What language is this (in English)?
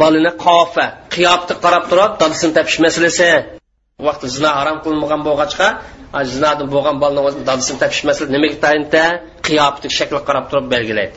Uyghur